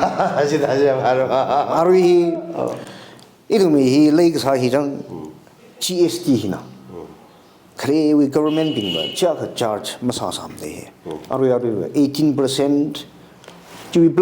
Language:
Tangkhul Naga (India)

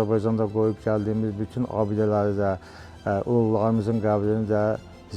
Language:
Azerbaijani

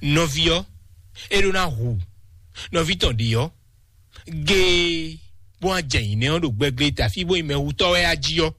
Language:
Fon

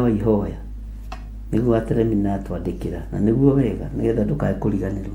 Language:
Kikuyu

